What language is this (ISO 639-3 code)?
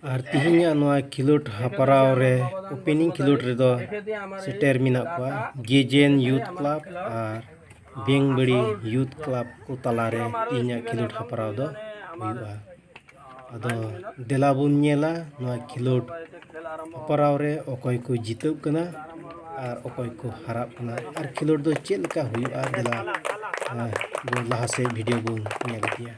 sat